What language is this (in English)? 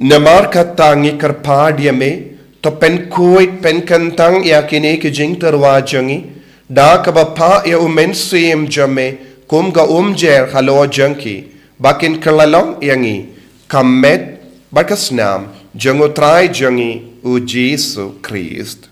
Khasi